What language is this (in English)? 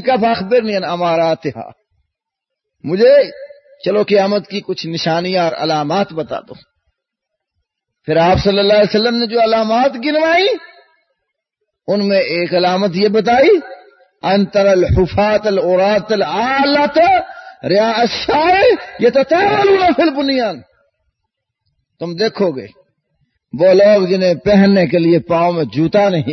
Urdu